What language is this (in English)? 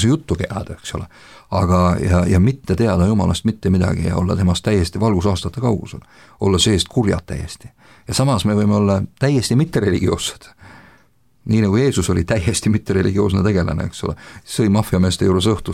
Estonian